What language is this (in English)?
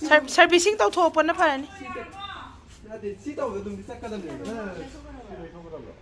Manipuri